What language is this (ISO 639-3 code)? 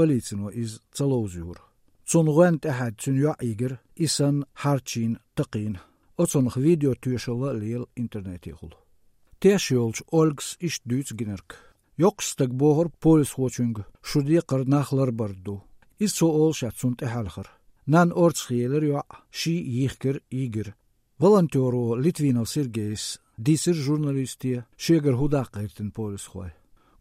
che